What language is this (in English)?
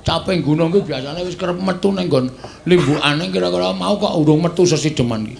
Javanese